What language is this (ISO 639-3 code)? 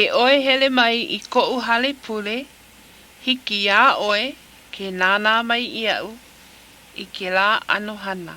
haw